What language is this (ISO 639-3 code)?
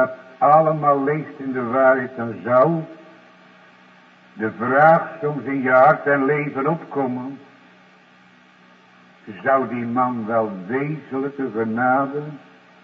nld